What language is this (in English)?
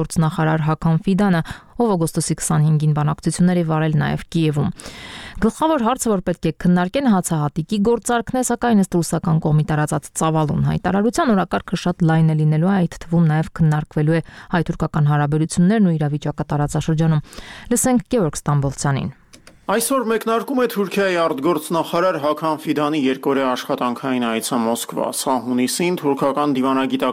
Armenian